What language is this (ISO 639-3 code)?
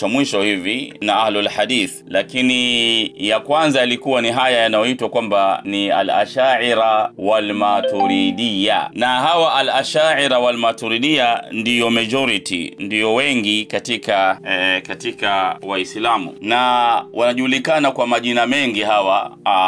swa